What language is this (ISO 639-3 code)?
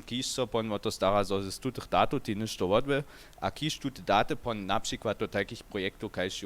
hsb